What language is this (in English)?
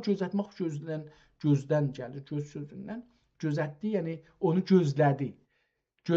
South Azerbaijani